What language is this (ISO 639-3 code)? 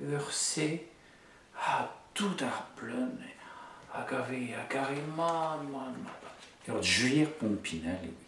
bre